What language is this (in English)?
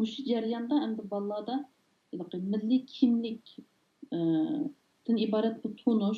Uyghur